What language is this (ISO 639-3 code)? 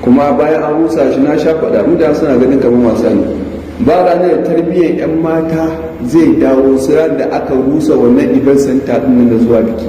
hau